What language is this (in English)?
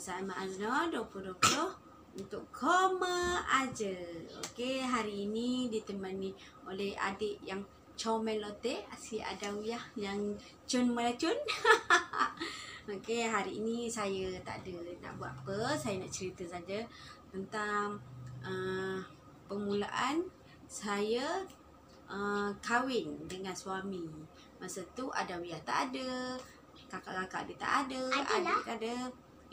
Malay